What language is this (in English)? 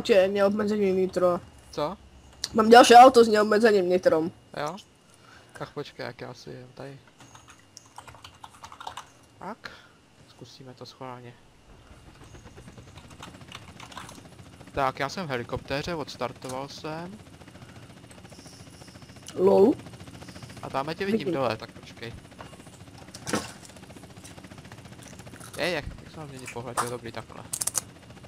Czech